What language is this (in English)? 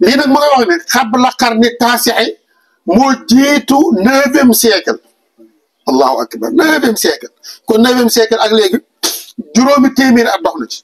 Wolof